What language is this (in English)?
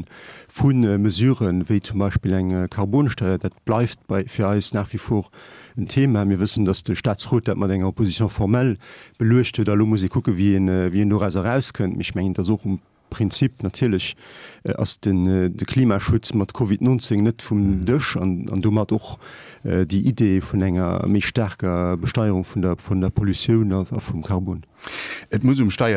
Luxembourgish